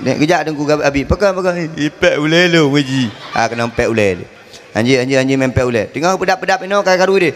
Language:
Achinese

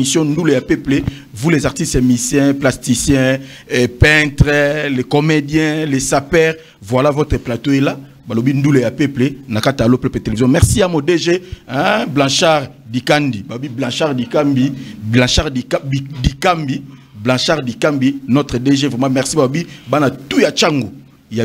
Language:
Lingala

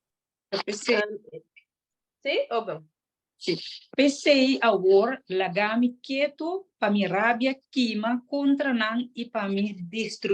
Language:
Papiamento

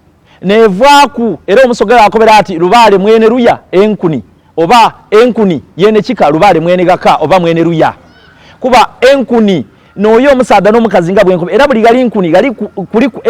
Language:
Soga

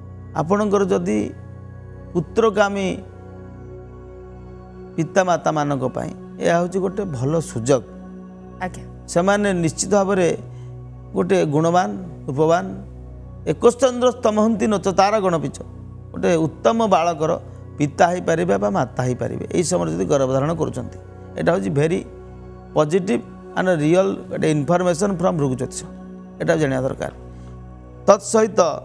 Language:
Odia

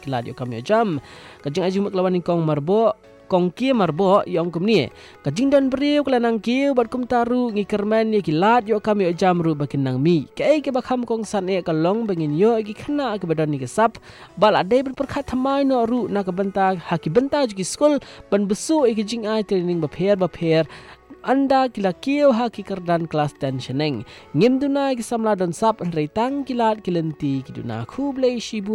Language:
Malay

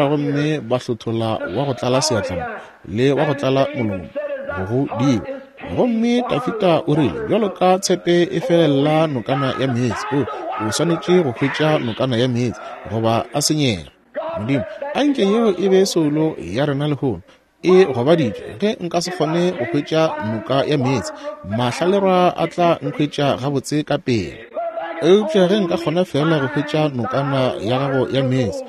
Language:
Northern Sotho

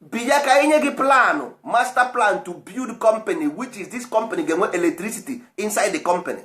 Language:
Igbo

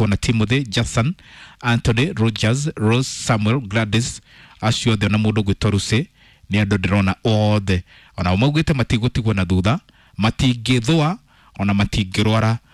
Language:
Kikuyu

